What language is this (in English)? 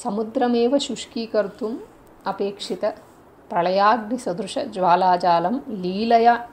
Sanskrit